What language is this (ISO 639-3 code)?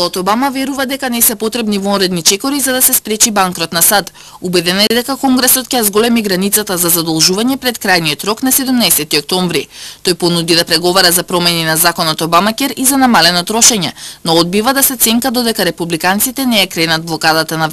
mkd